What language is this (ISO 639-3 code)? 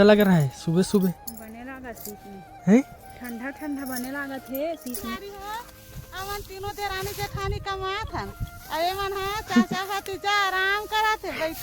hne